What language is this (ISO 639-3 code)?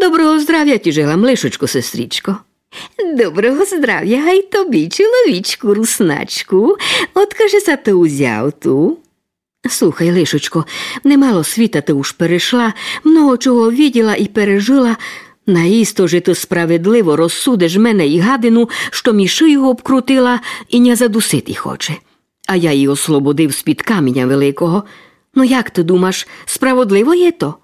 rue